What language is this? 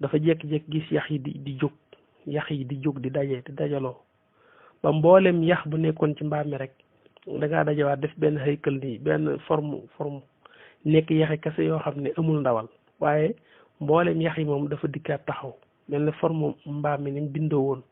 Wolof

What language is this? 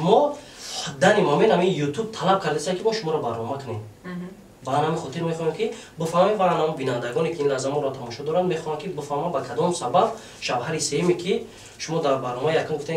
Tajik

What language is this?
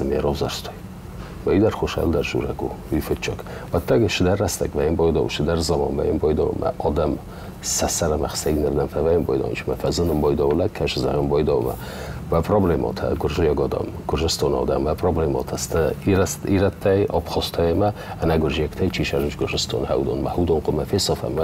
Ossetic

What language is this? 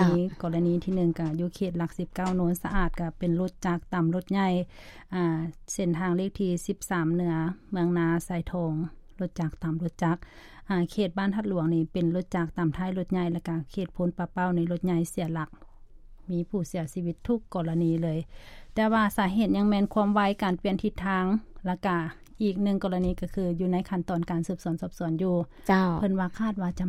Lao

